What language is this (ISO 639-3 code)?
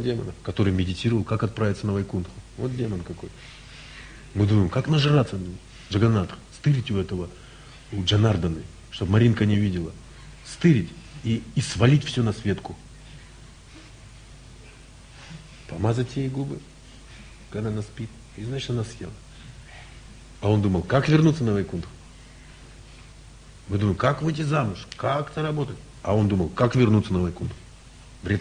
rus